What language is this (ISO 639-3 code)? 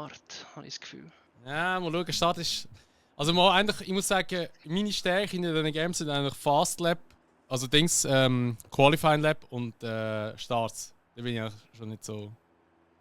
gsw